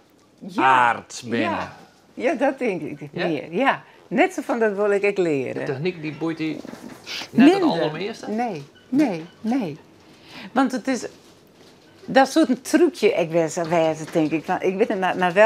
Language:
Western Frisian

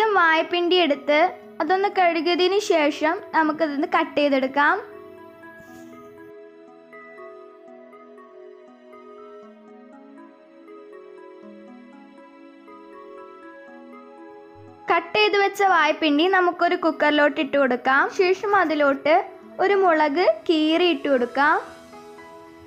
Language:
Malayalam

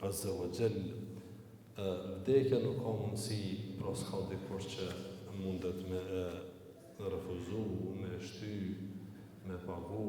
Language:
Albanian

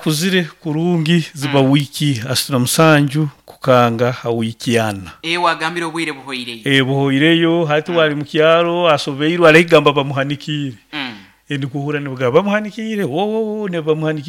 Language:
Nyankole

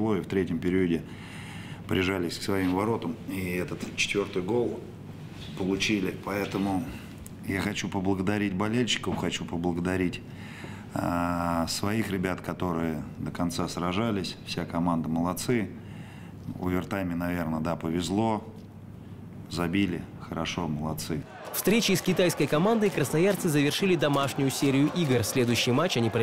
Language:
Russian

